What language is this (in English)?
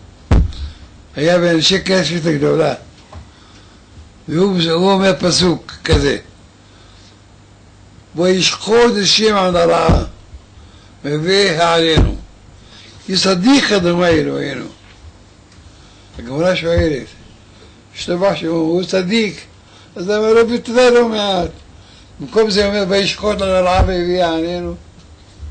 Hebrew